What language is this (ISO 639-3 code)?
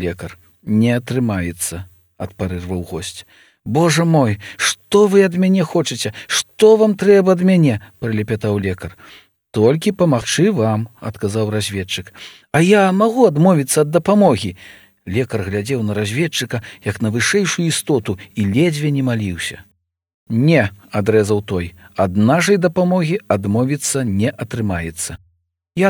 bel